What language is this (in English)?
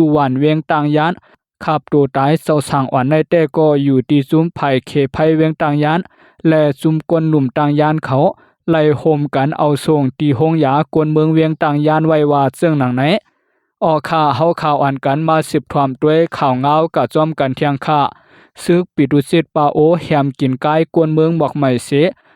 Shan